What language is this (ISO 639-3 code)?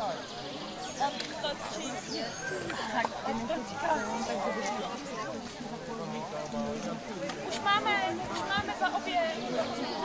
ces